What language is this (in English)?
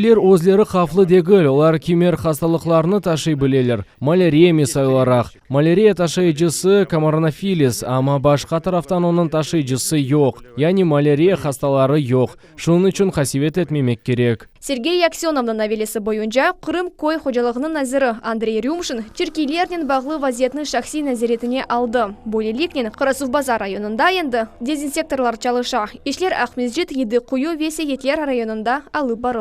Crimean Tatar